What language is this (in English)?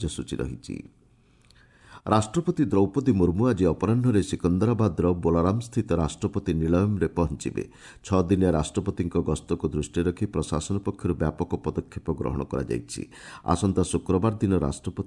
Odia